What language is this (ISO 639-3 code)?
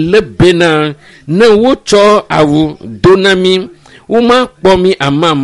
ewe